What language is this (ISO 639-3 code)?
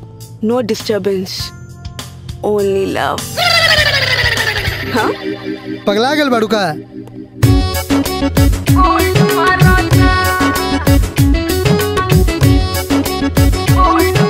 bho